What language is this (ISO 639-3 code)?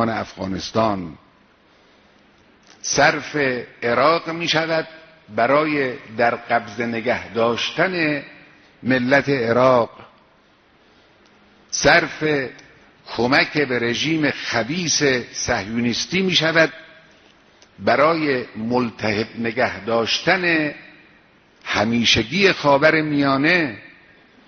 fas